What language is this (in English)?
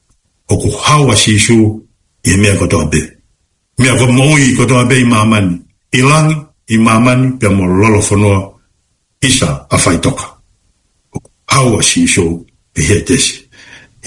Tongan